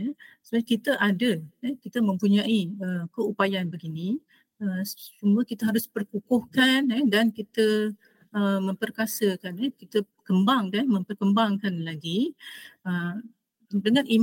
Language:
Malay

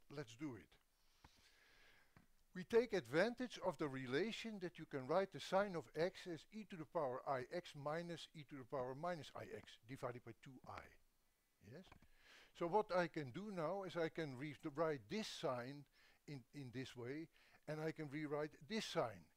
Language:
English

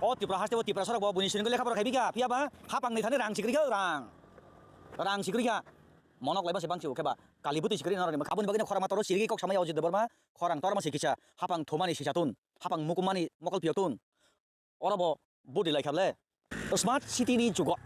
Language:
Kok Borok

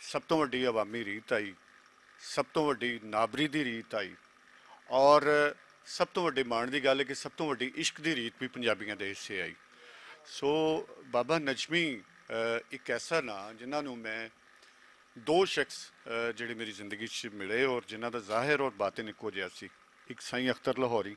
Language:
Western Panjabi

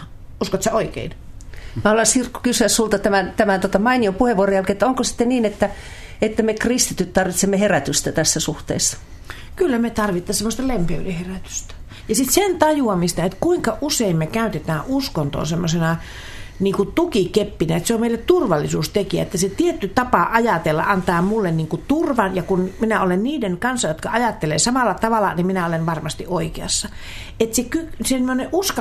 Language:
Finnish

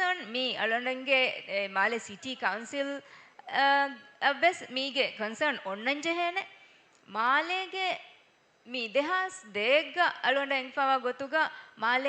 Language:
Divehi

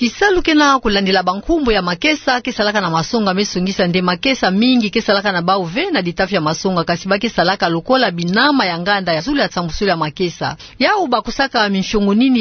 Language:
Kituba (Democratic Republic of Congo)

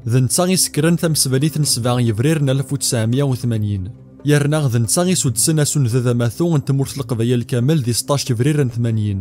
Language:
Kabyle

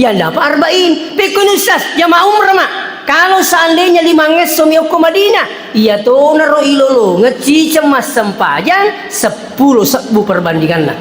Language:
Buginese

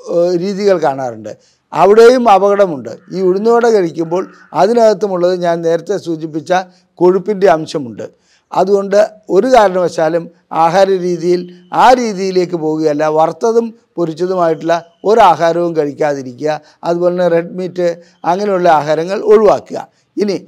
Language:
Malayalam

